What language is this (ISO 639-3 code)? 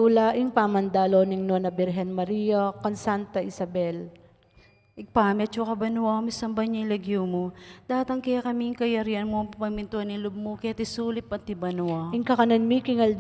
pam